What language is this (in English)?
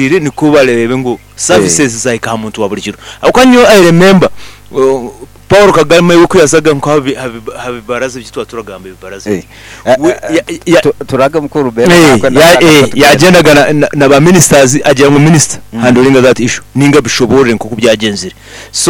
Nyoro